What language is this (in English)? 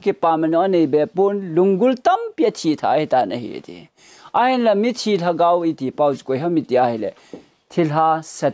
Thado Chin